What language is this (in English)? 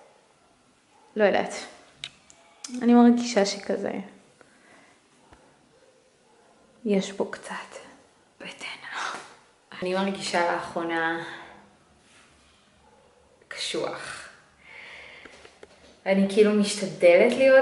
Hebrew